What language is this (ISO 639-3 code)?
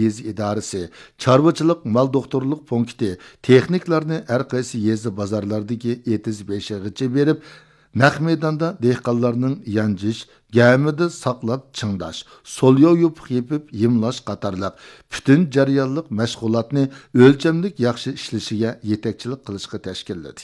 uig